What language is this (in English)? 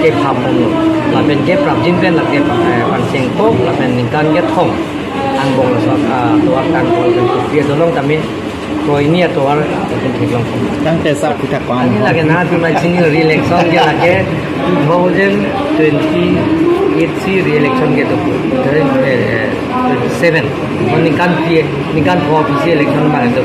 Karbi